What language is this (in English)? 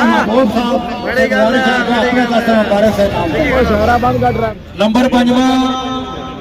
Pahari-Potwari